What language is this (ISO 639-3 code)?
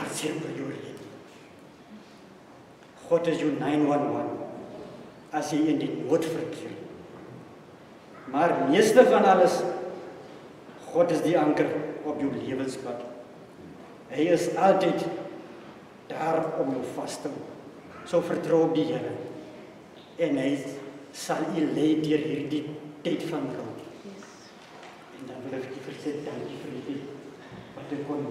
afr